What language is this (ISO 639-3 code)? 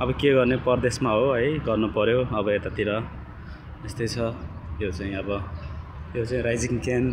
nep